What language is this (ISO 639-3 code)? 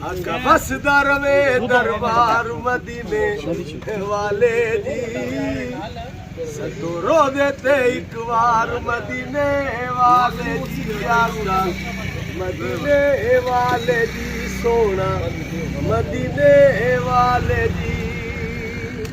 phr